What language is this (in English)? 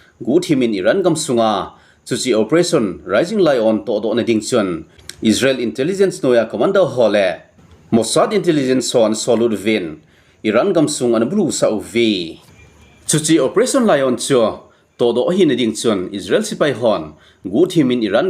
Thado Chin